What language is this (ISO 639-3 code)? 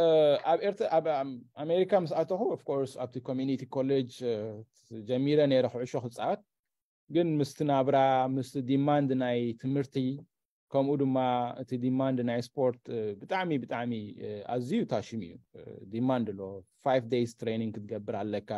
tir